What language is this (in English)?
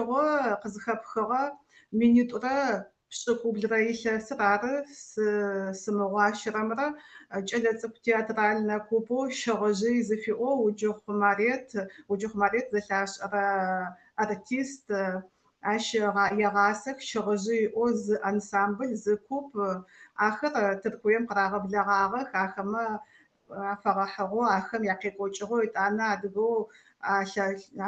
Adyghe